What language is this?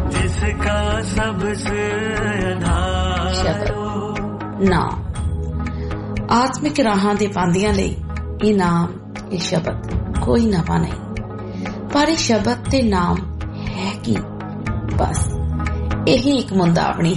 Punjabi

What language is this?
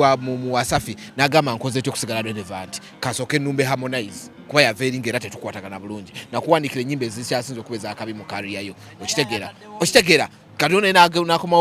Ganda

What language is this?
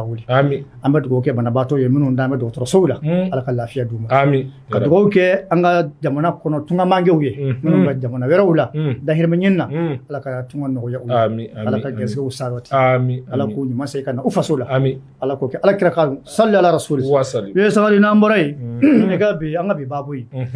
Bambara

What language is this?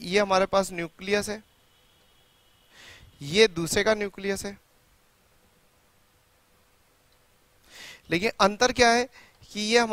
Hindi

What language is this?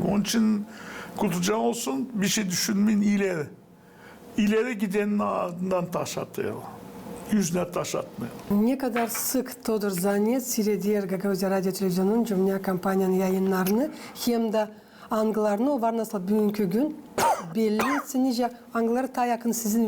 Gagauz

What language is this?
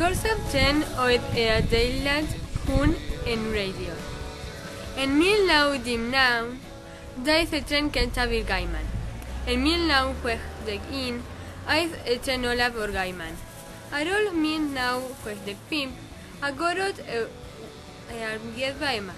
Welsh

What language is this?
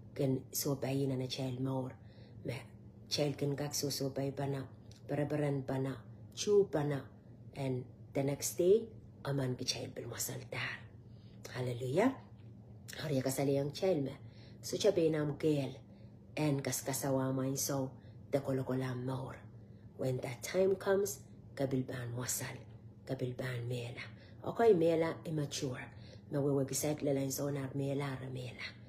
Pohnpeian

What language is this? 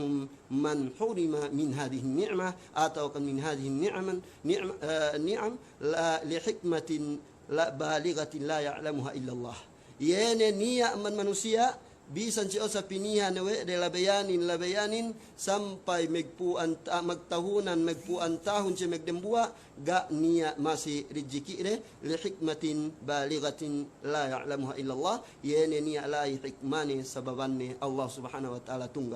Yakan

